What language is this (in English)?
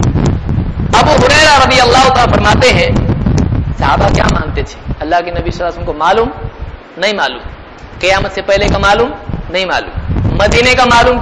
Urdu